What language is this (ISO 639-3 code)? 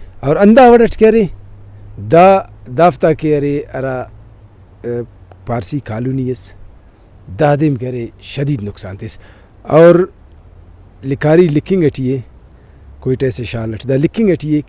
brh